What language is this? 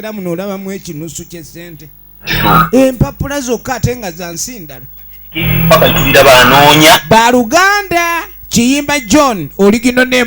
Ganda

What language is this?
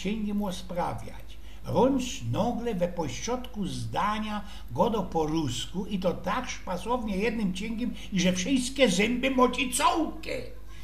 Silesian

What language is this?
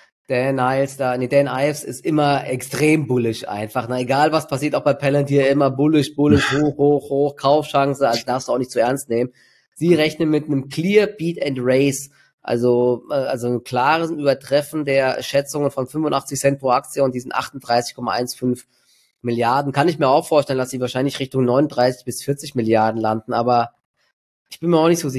German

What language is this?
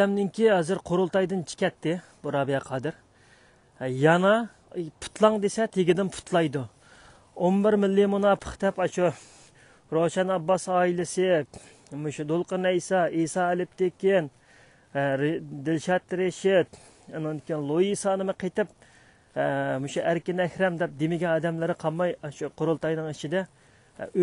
Uyghur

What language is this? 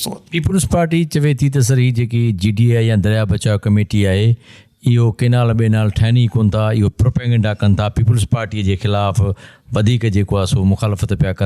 Sindhi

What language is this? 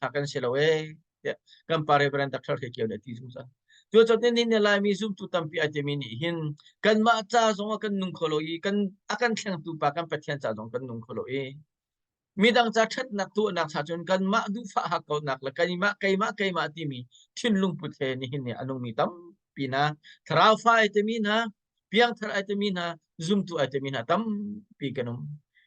Hakha Chin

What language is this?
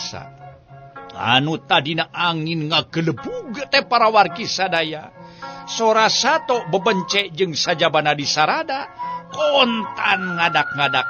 Sundanese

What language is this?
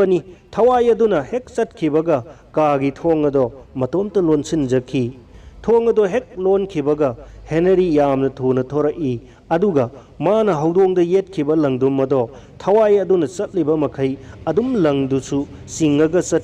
Manipuri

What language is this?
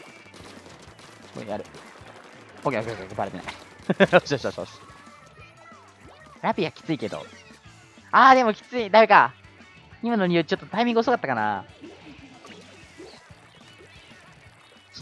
Japanese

